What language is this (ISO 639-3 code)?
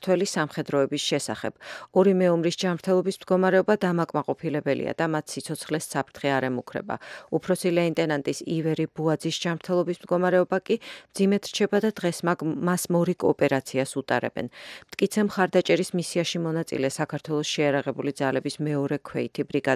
kat